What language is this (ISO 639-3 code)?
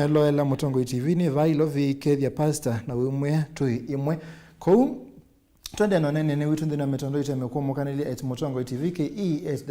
kam